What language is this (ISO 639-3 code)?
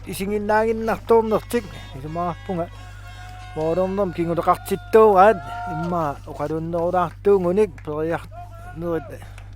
kal